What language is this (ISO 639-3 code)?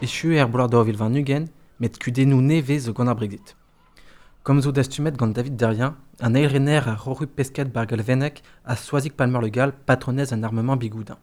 bre